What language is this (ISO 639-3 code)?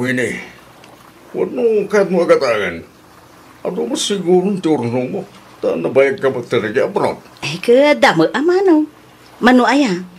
ilo